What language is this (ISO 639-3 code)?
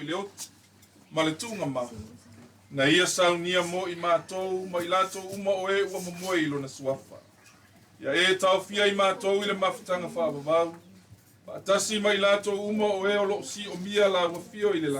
smo